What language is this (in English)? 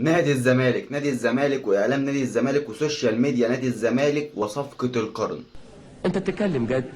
Egyptian Arabic